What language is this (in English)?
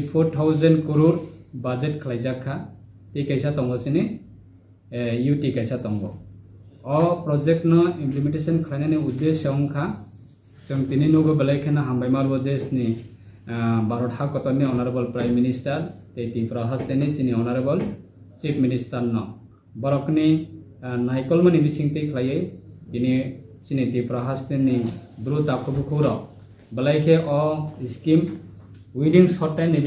Riang (India)